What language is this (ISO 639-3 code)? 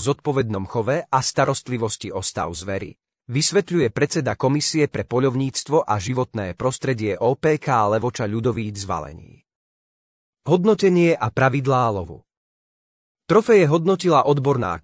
slk